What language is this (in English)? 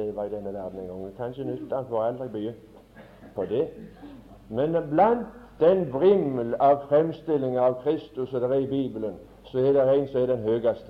Norwegian